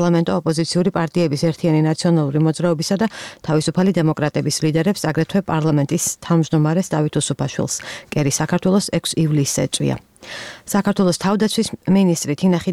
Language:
Georgian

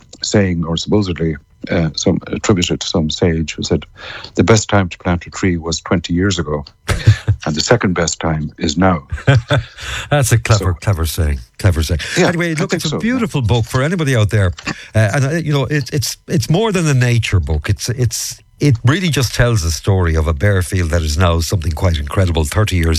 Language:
English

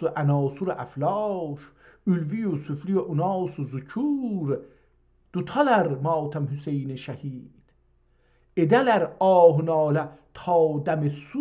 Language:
South Azerbaijani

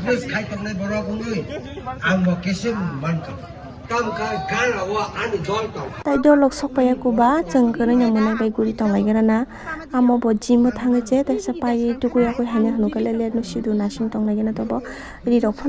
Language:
Kok Borok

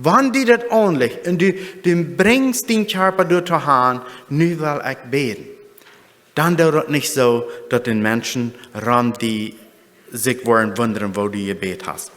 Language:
Plautdietsch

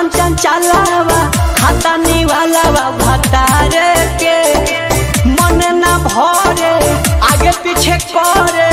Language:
Bhojpuri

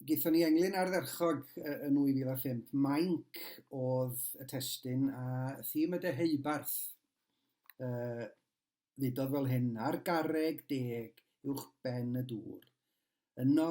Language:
Welsh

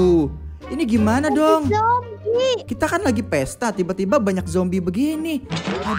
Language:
Indonesian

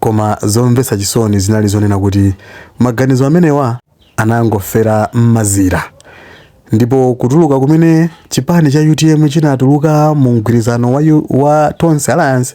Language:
Nyanja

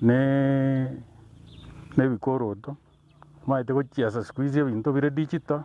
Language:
Gusii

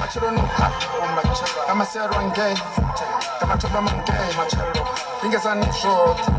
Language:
Venda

